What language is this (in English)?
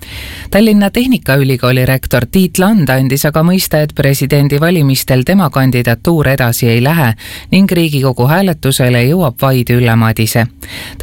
Estonian